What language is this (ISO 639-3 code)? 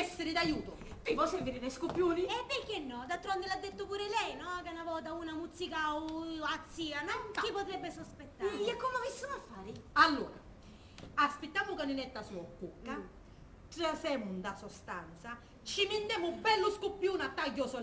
scn